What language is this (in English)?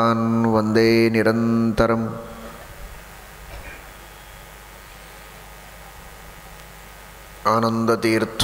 Kannada